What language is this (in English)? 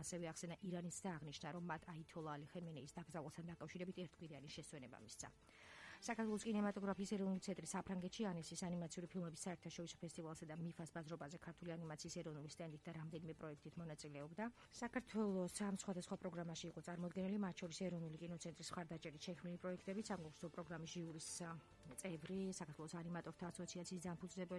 Georgian